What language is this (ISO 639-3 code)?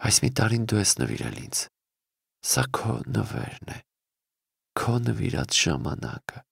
hye